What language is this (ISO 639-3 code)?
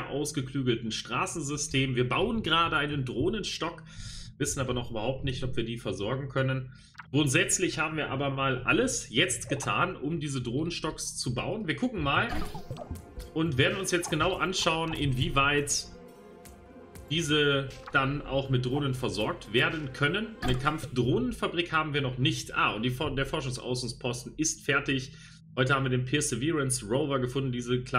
deu